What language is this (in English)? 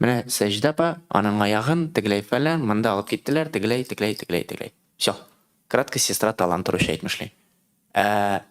Tatar